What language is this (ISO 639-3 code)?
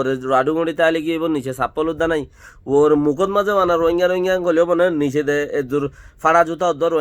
rhg